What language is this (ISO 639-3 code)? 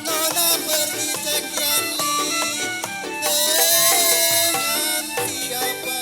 bew